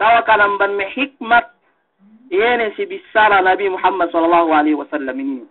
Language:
Yakan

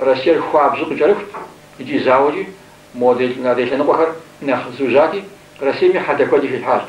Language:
Kabardian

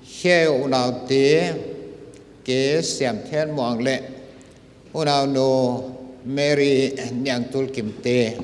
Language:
Paite Chin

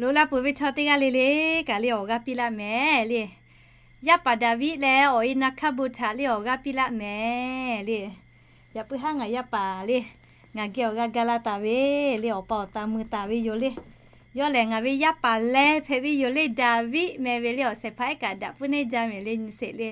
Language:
Lahu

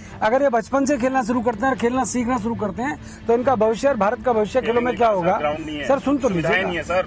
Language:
Hindi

